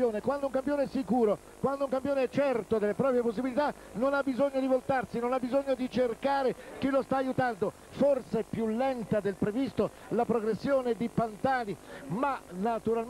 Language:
Italian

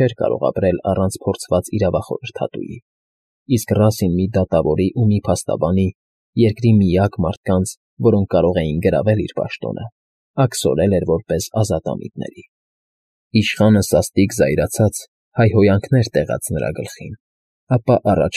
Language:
Armenian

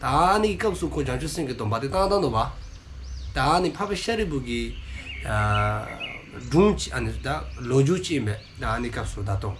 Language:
Dzongkha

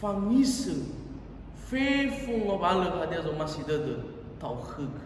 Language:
Nias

